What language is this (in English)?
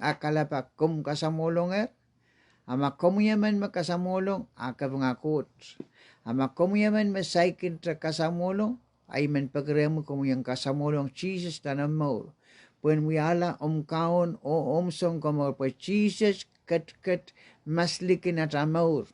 Pohnpeian